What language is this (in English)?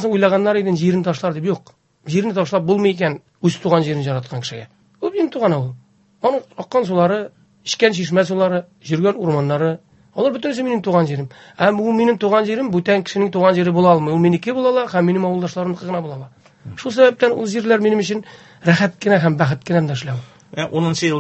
Tatar